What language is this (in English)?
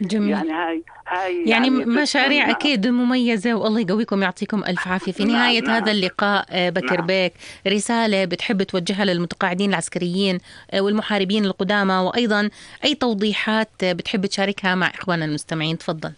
North Levantine Arabic